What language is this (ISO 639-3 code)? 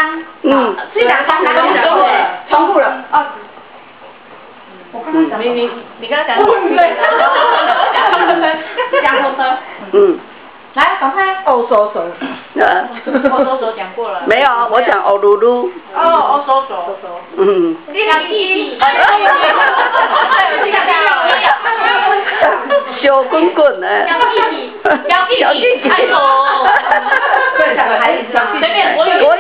zho